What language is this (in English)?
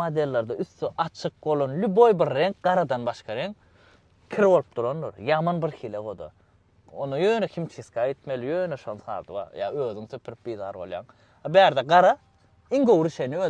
Turkmen